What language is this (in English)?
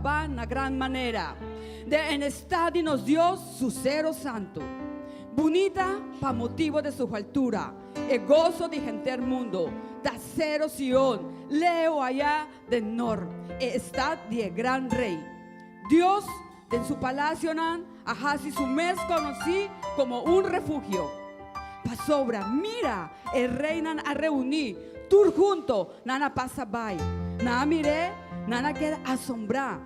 Papiamento